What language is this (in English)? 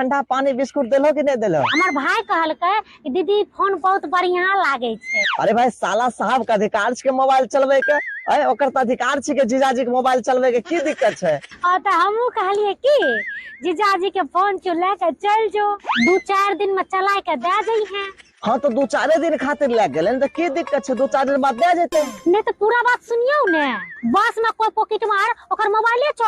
Maithili